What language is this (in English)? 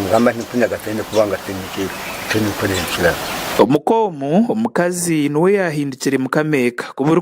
Nyankole